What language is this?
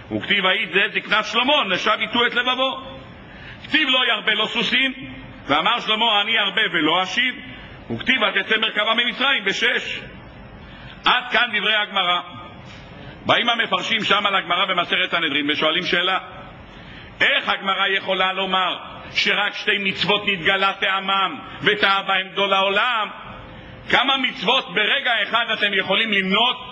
Hebrew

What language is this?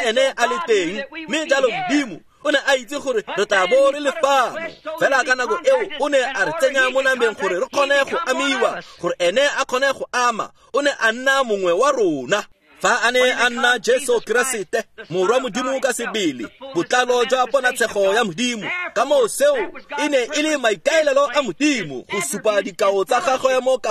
Tswana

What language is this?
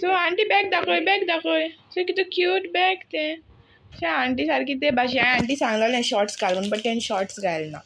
Konkani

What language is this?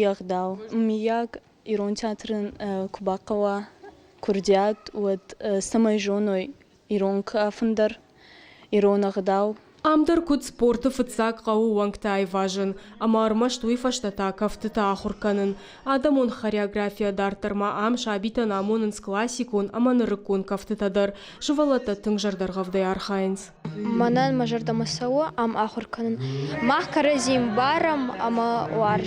Ossetic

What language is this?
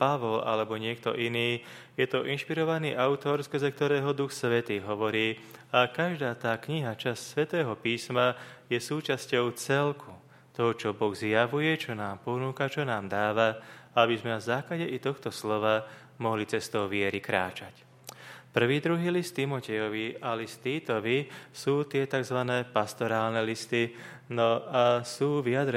Slovak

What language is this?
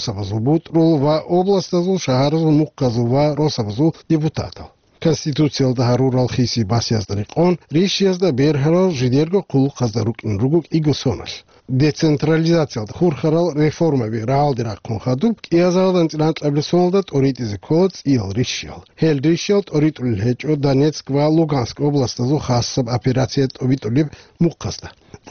Avaric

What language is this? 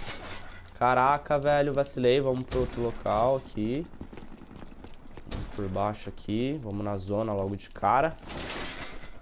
Portuguese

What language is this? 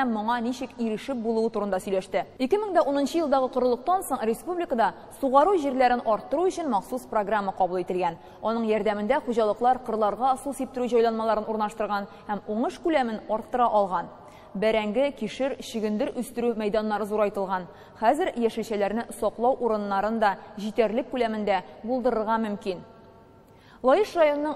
Tatar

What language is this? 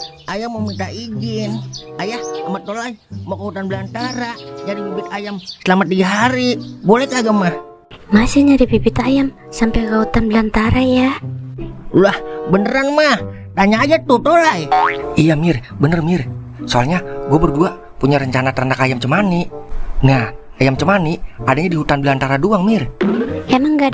Betawi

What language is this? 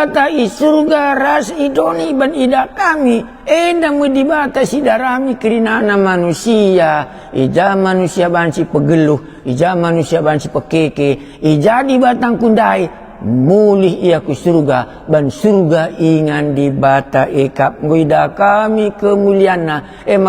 Batak Karo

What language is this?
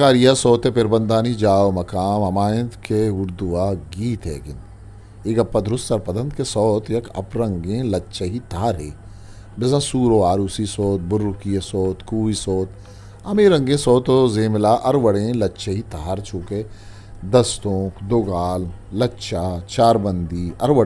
Eastern Balochi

